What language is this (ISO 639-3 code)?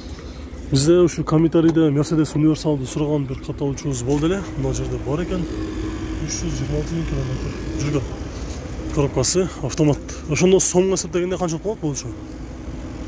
kir